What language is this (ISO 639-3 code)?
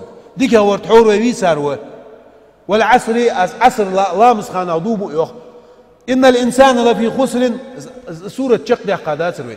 inh